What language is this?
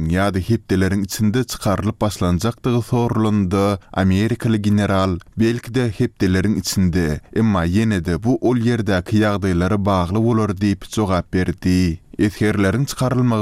Turkmen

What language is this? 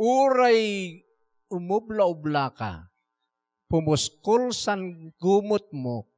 Iloko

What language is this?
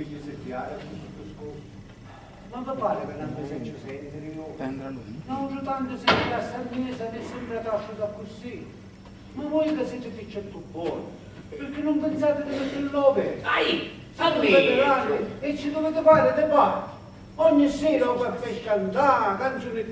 Sicilian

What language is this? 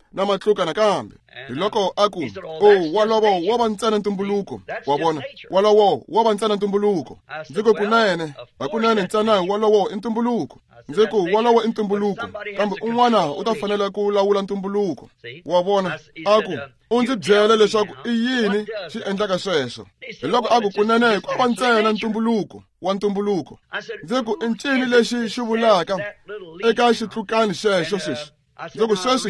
Tsonga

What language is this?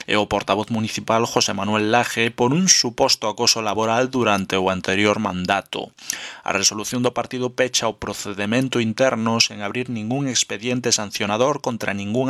Galician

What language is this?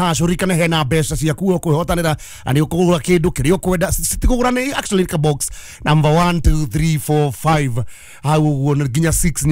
Kikuyu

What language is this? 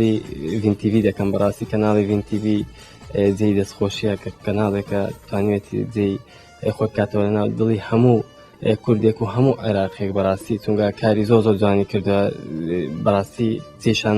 Kurdish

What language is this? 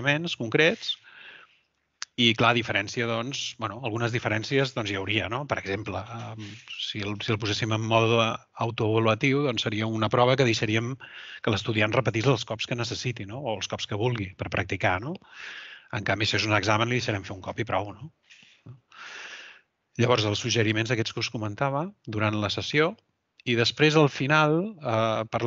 Catalan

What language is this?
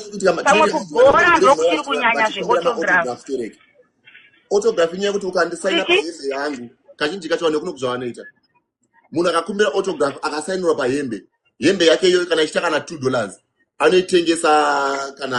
Shona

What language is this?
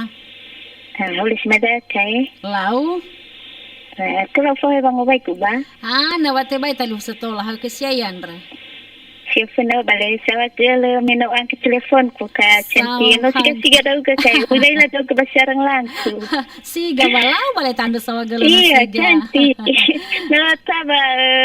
Nias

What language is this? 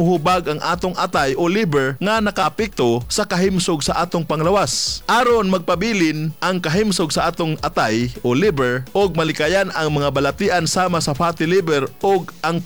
Cebuano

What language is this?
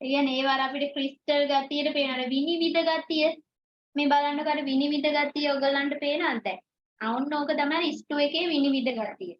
Sinhala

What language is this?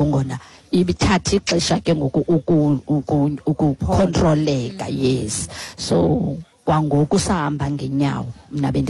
Xhosa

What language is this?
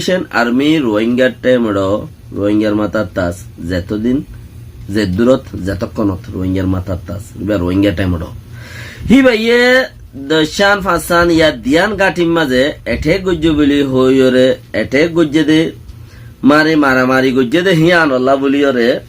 Rohingya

